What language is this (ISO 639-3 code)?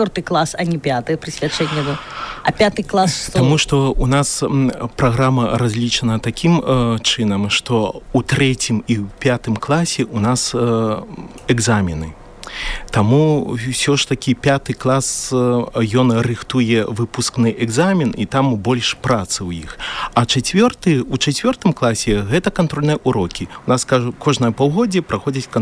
bel